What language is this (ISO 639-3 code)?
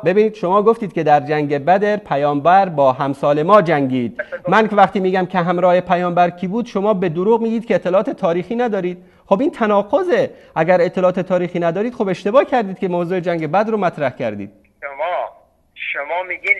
fas